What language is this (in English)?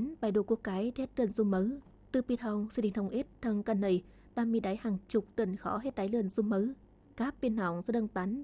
Tày